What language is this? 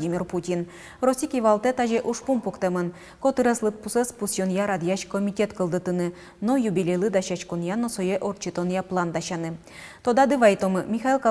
Udmurt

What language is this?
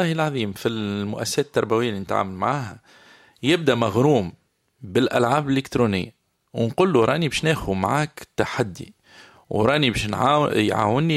Tunisian Arabic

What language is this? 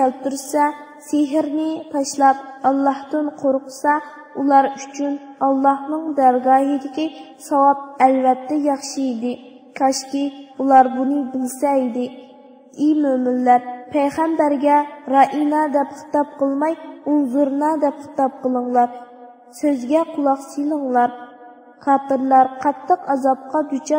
Uyghur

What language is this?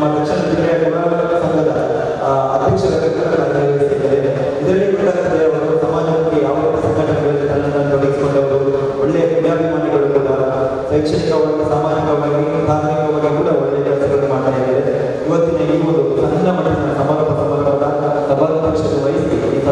Kannada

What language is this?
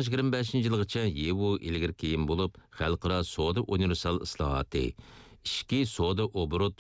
Uyghur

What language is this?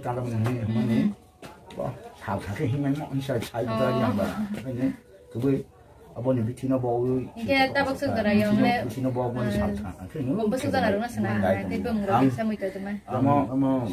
Kok Borok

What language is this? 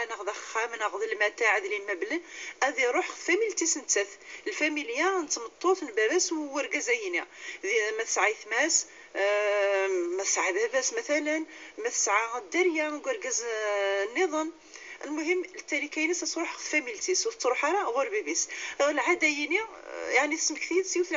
Kabyle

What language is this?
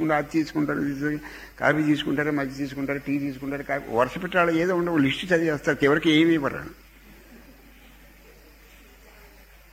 Telugu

